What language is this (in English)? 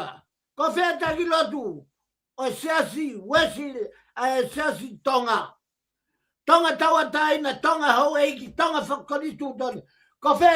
Tongan